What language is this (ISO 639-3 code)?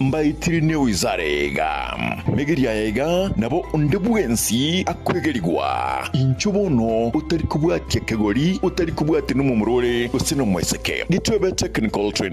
guz